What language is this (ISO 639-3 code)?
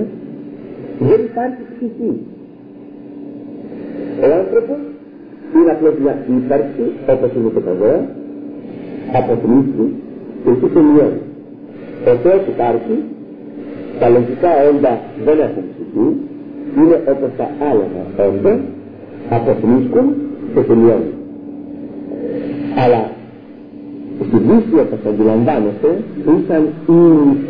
ell